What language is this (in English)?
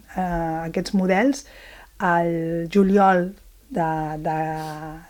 Catalan